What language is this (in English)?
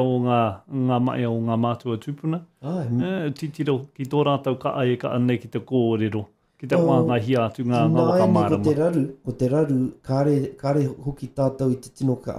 Māori